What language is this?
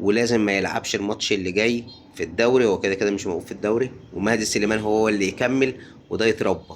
Egyptian Arabic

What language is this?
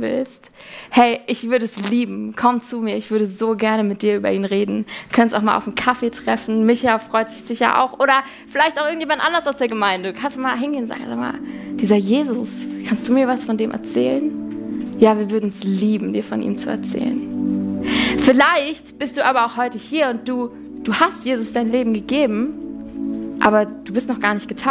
Swiss German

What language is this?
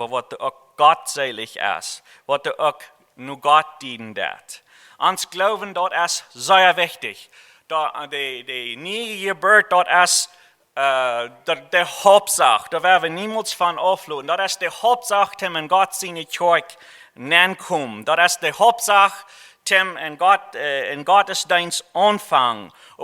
Plautdietsch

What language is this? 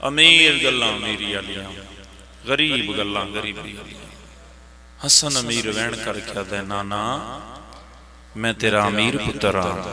Pahari-Potwari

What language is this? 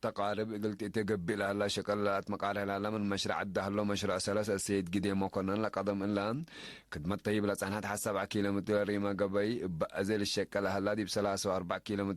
Tigre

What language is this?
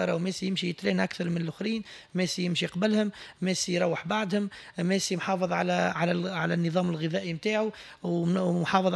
Tunisian Arabic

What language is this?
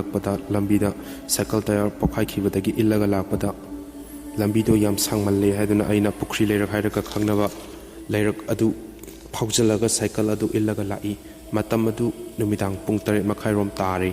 Manipuri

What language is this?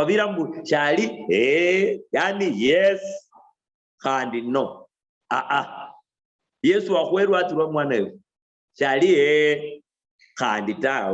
Luyia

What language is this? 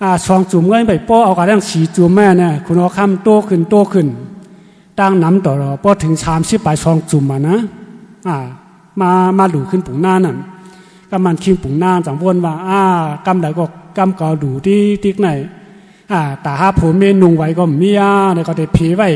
Shan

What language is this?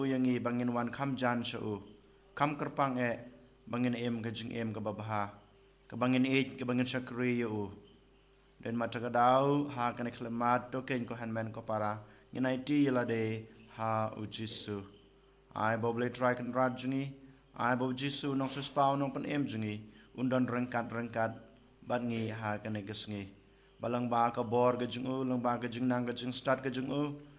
Khasi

